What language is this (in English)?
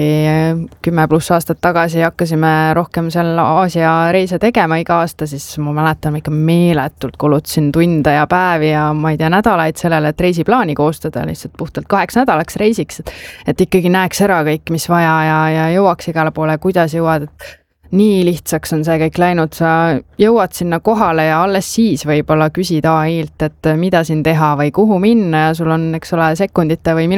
Estonian